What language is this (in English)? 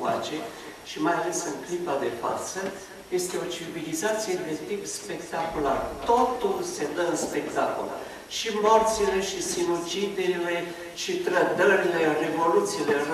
Romanian